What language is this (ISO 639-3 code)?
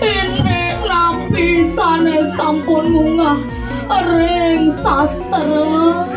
ban